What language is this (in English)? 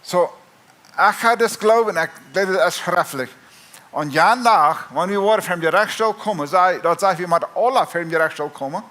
Plautdietsch